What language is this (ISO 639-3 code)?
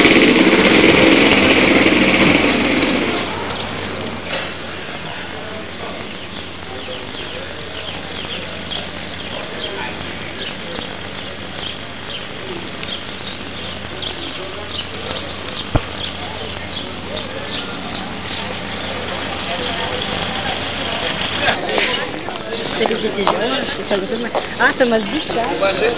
ell